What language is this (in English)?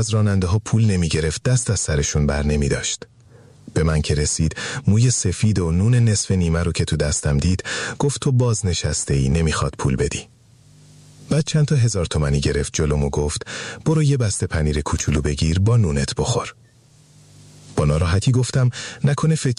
Persian